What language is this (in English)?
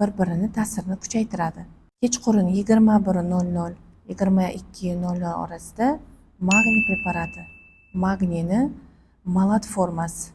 Uzbek